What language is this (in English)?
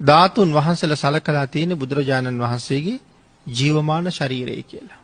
Sinhala